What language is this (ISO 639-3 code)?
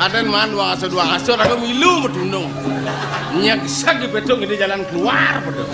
ban